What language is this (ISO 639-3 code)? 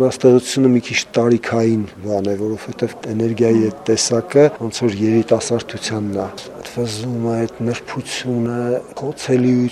hye